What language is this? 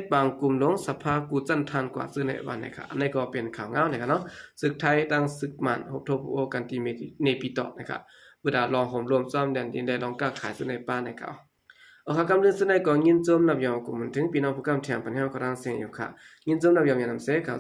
Shan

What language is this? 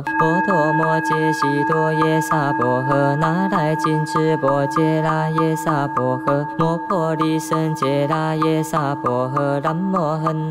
Chinese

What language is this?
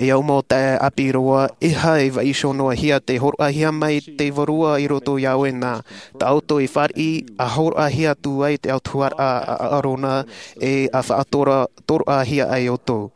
Tahitian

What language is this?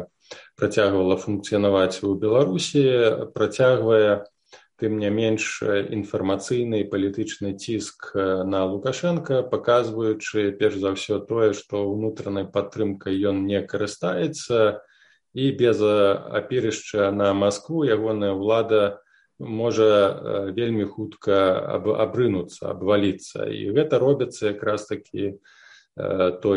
Belarusian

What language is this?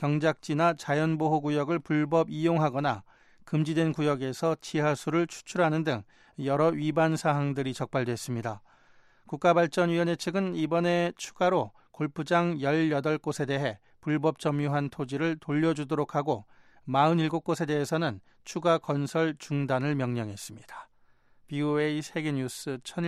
Korean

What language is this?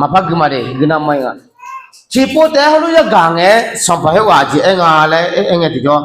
Akha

